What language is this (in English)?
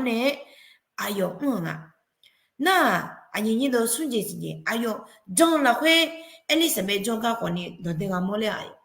Akha